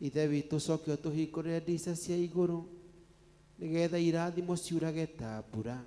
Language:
Kikuyu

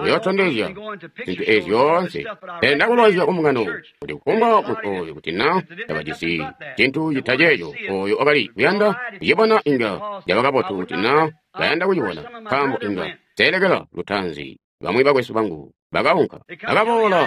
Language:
Tonga (Zambia)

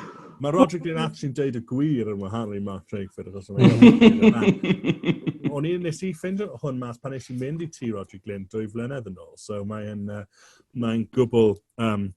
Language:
Welsh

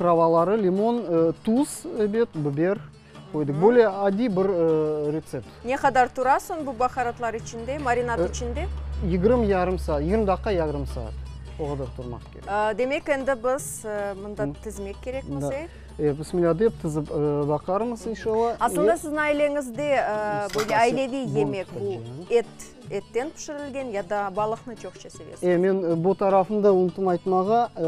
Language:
Crimean Tatar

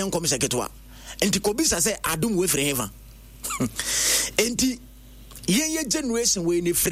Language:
Akan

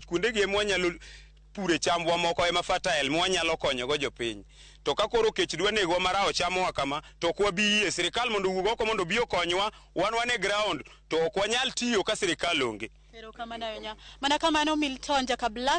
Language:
Luo (Kenya and Tanzania)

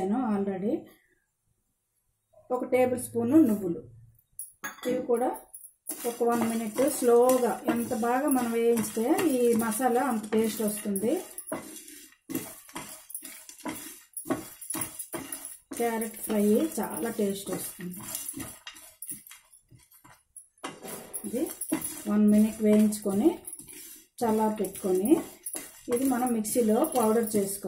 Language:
Telugu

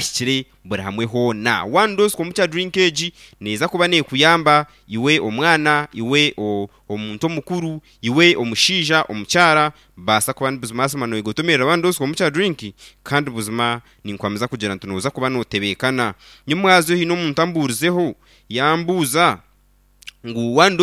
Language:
Nyankole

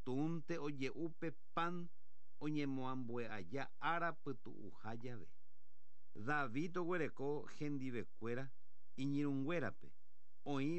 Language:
Guarani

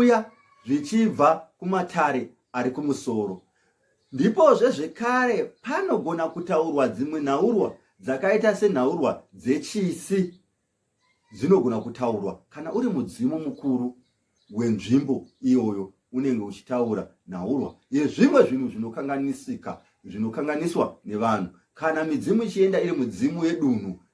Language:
Shona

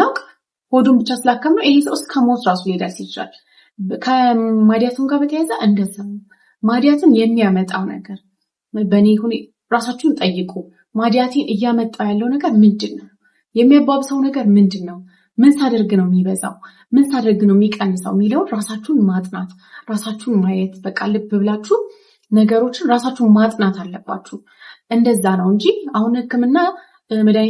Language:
Amharic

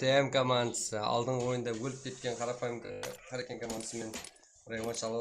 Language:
Kara-Kalpak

